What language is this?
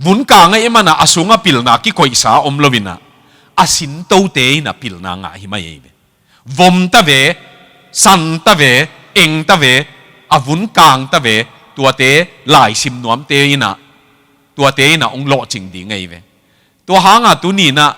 Tedim Chin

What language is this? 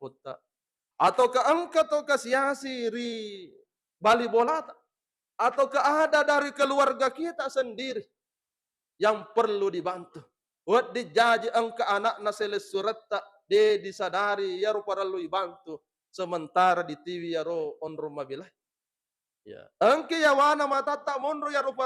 Buginese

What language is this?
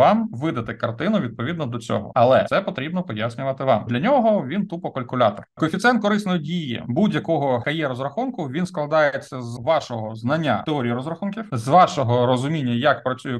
Ukrainian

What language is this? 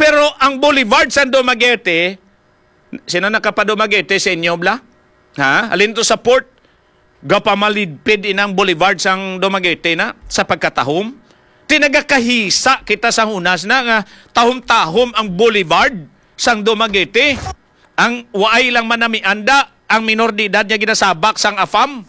Hiligaynon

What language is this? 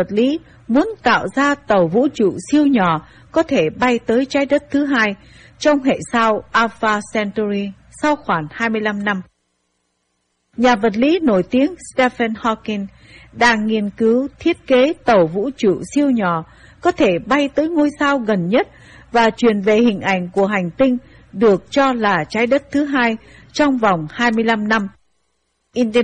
Vietnamese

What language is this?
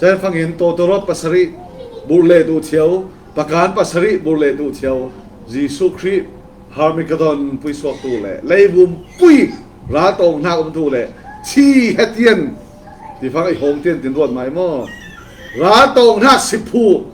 Falam Chin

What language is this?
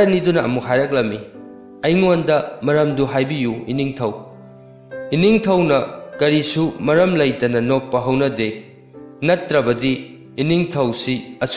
Manipuri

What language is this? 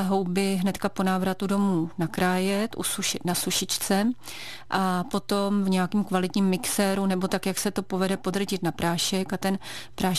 Czech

